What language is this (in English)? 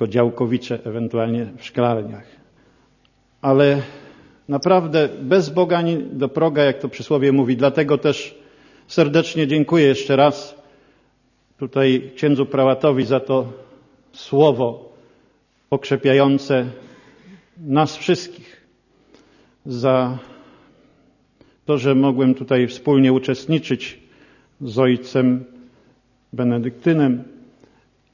Polish